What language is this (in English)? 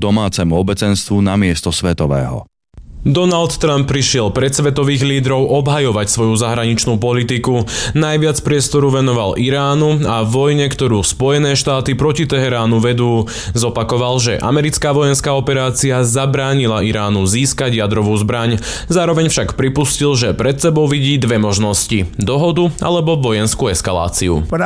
Slovak